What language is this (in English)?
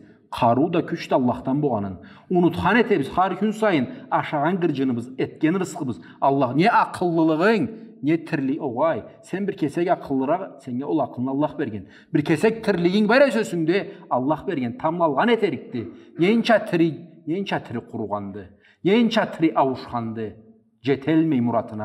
Karachay-Balkar